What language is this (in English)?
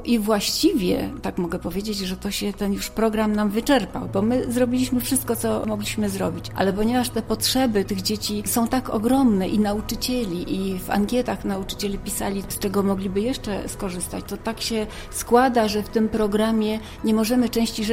Polish